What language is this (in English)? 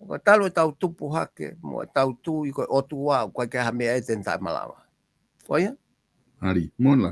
Tongan